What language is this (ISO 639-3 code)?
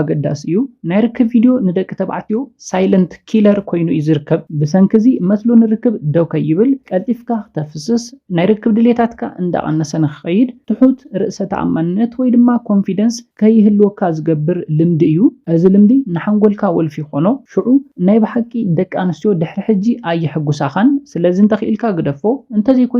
tir